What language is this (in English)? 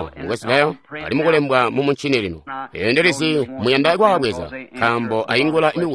Tonga (Zambia)